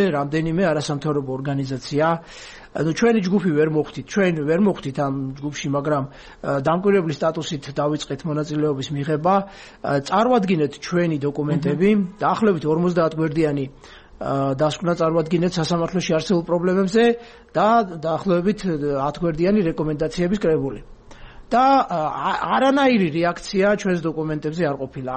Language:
Georgian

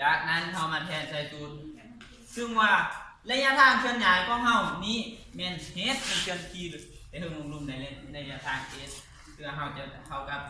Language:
Lao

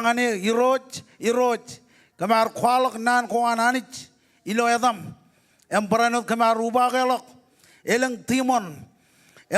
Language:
Marshallese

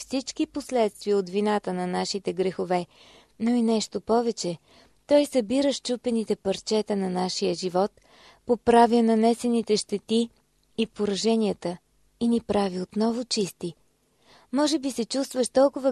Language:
Bulgarian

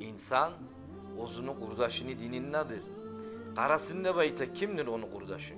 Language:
Kumyk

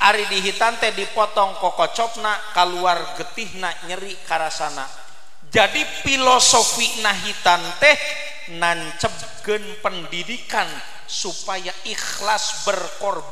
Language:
Sundanese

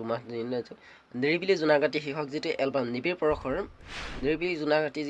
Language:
Assamese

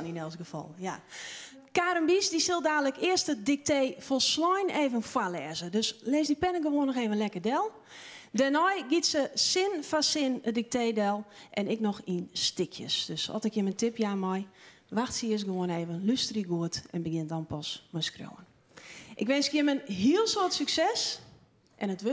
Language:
Western Frisian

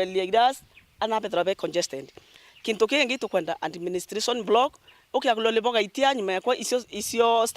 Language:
Meru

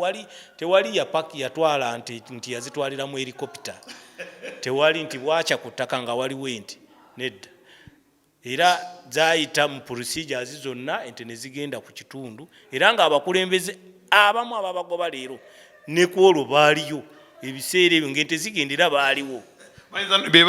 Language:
Ganda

